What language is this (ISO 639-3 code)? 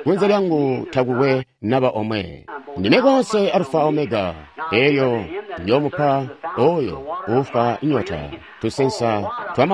toi